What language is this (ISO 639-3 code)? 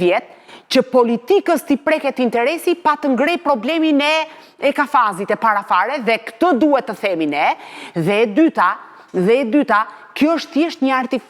sqi